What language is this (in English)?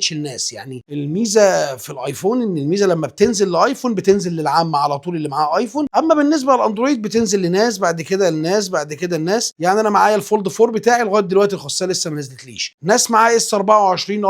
Egyptian Arabic